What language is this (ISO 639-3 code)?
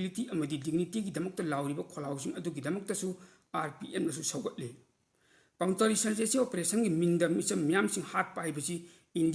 mni